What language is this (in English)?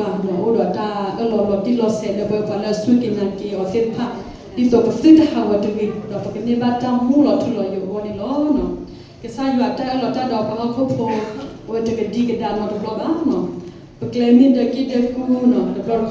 S'gaw Karen